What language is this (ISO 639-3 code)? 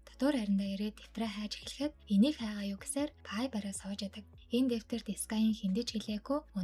mon